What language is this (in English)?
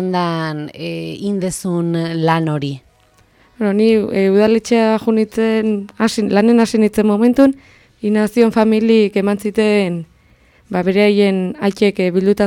Basque